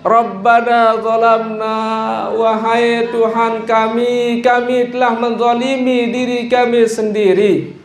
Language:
Sasak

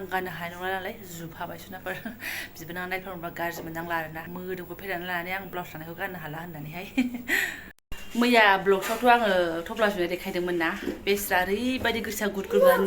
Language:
Bodo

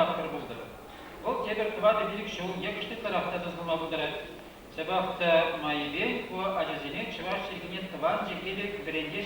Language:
Chuvash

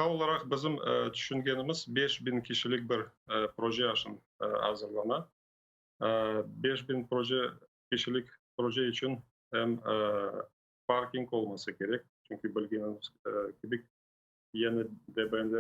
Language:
Crimean Tatar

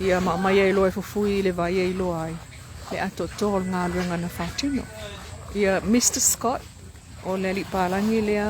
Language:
Samoan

